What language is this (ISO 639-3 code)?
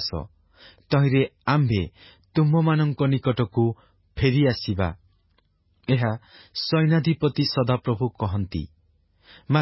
ori